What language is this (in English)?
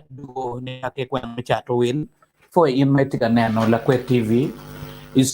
Acoli